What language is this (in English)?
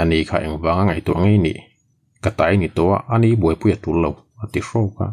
Mizo